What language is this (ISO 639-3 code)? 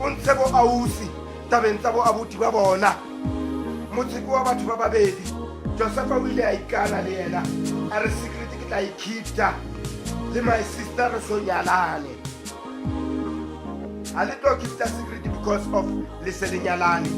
sot